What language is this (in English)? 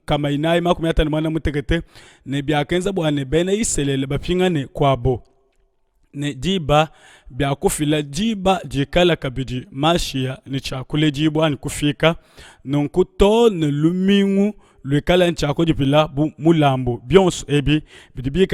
Luba-Lulua